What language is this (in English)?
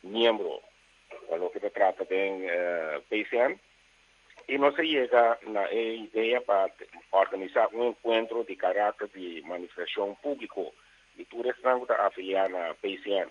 Papiamento